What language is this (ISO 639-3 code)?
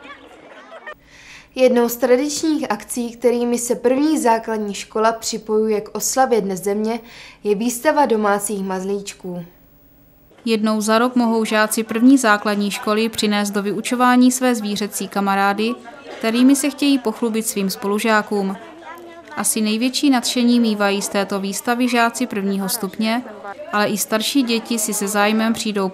ces